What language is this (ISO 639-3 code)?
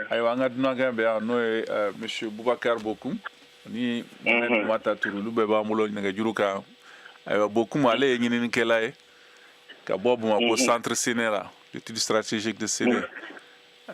bam